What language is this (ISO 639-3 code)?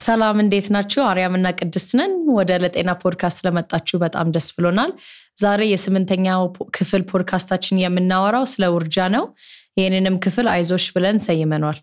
amh